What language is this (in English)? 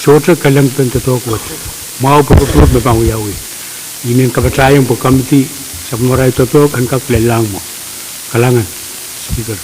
Pohnpeian